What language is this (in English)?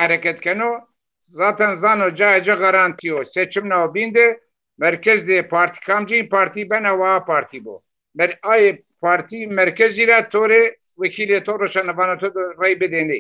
Zaza